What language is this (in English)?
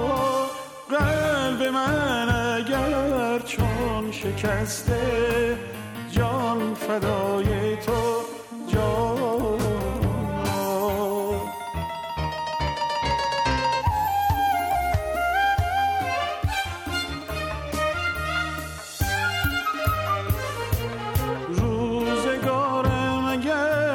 Bosnian